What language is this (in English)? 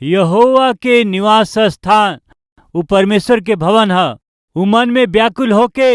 Bhojpuri